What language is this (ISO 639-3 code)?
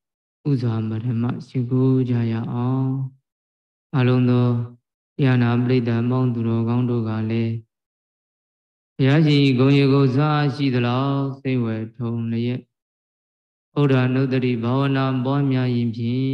mya